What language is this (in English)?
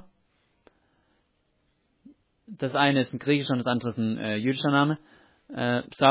German